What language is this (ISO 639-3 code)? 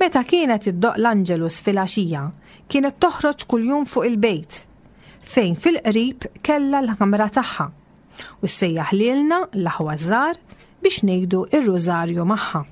mlt